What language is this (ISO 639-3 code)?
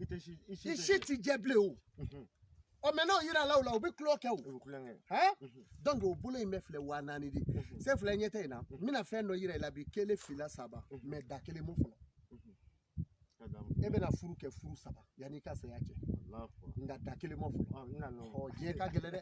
bam